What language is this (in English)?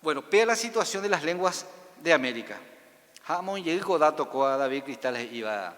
Guarani